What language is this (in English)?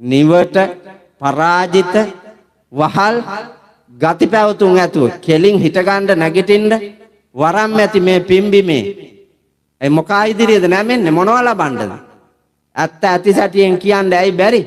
Sinhala